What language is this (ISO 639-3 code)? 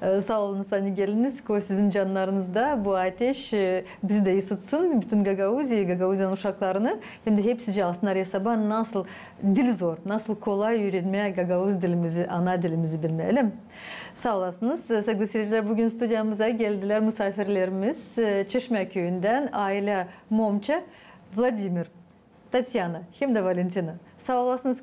gag